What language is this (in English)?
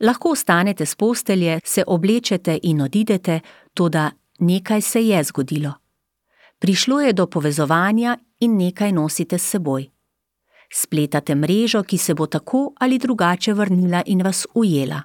Slovenian